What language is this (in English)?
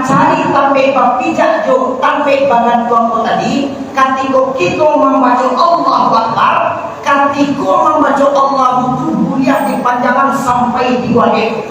Minangkabau